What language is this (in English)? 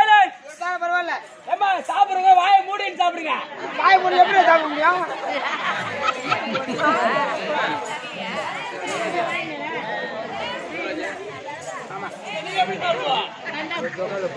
Tamil